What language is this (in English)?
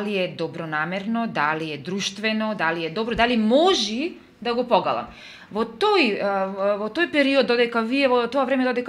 Macedonian